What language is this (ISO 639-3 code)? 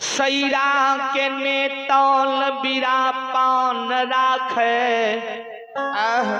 mai